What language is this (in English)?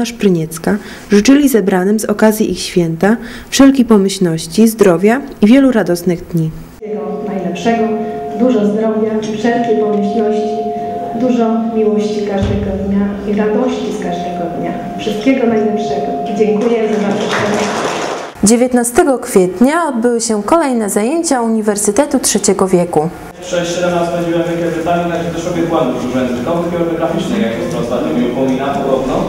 Polish